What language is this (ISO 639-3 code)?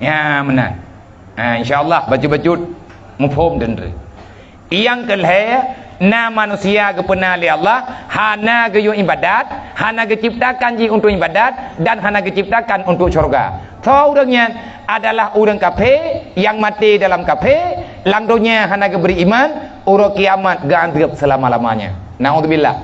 ace